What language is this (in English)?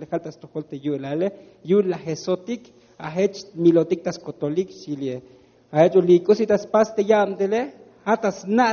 Tzotzil